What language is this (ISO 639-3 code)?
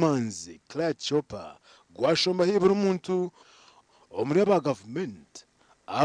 nyn